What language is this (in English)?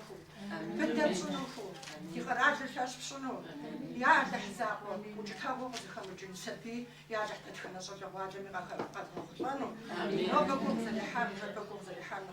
Kabardian